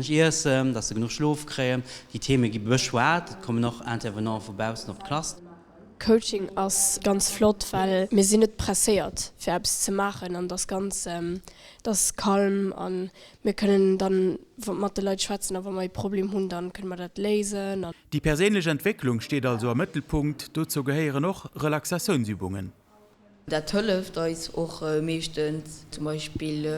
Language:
Luxembourgish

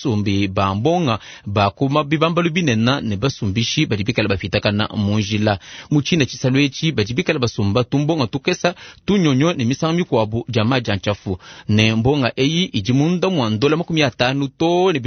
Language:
Luba-Lulua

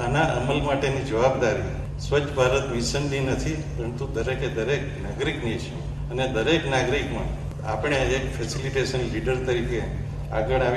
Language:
Gujarati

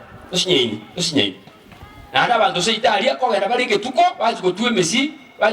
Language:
Gusii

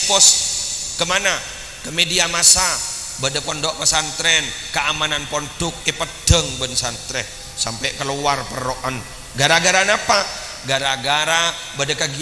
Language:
Madurese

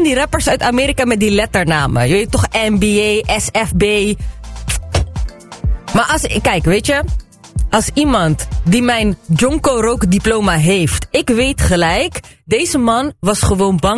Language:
Dutch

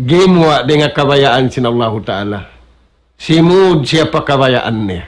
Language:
Tausug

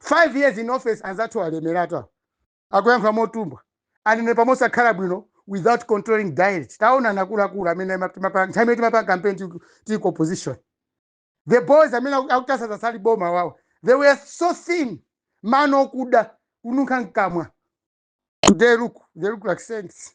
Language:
Nyanja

